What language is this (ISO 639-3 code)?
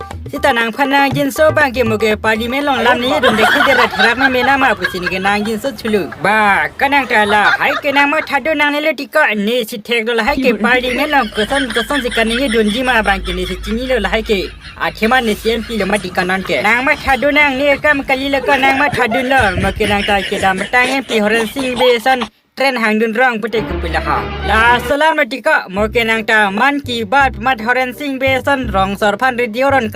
mjw